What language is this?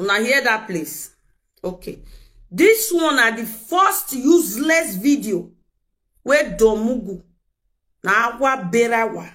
Nigerian Pidgin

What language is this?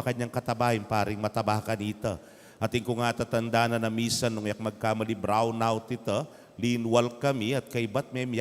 Pampanga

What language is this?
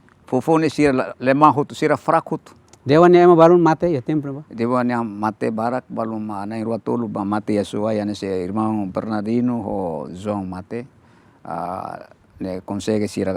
Tetum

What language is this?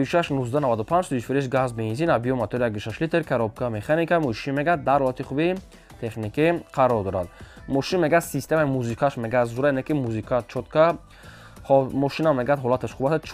Tajik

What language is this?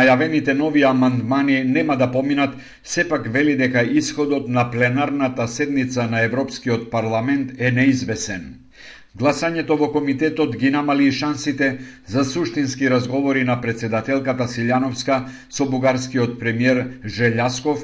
Macedonian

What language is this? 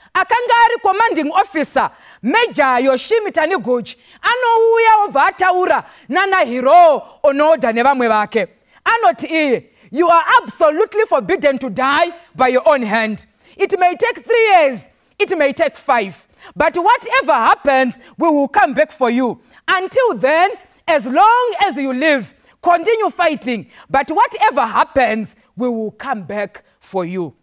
Shona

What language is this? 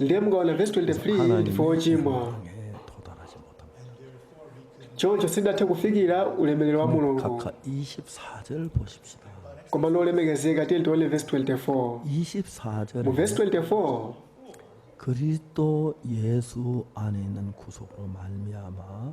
Nyanja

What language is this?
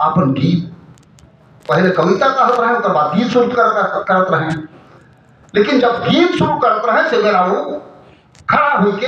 Sadri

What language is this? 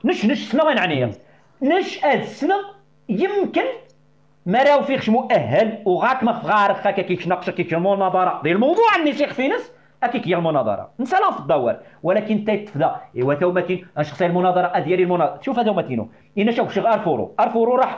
Moroccan Arabic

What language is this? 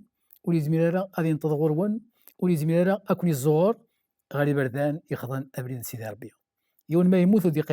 Kabyle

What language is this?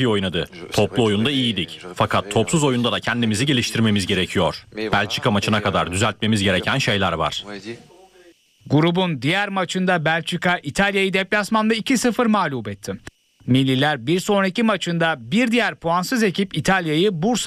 Turkish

